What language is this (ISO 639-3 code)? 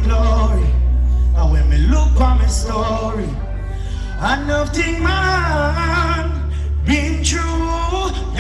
jam